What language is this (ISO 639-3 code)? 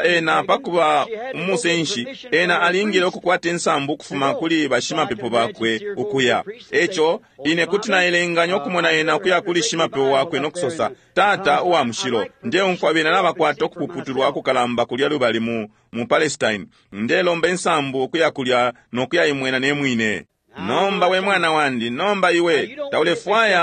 bem